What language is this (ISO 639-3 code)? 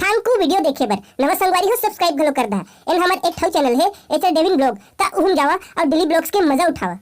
hne